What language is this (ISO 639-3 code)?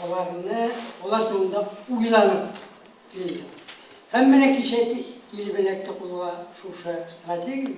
tat